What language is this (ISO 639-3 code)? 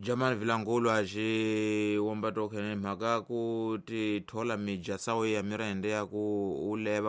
tso